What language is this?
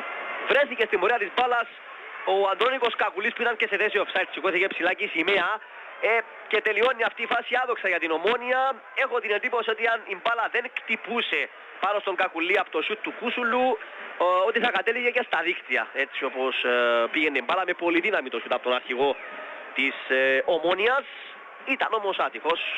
Greek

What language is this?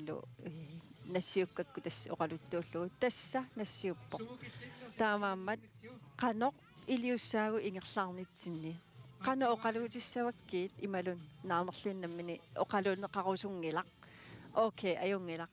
Kalaallisut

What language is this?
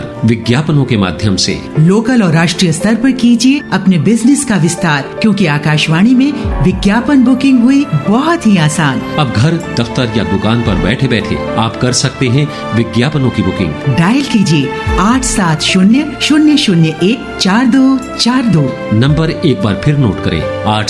Hindi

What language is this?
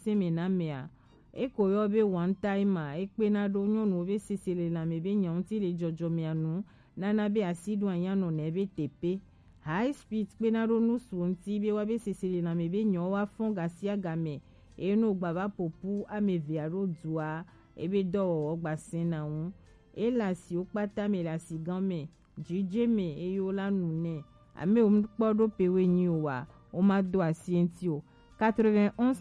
Gen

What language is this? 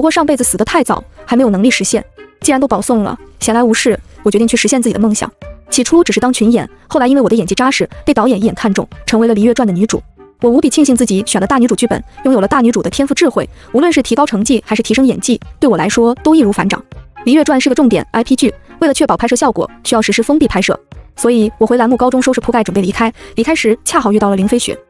Chinese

